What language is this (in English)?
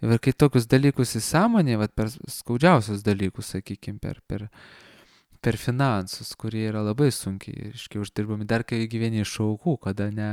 Lithuanian